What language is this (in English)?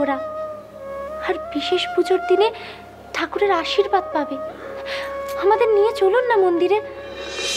Bangla